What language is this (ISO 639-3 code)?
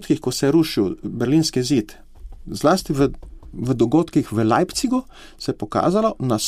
slv